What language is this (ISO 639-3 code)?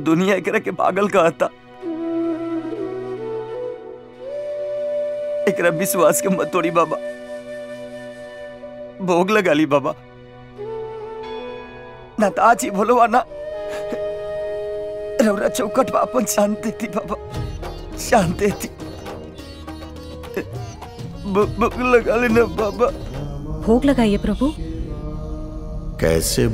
bho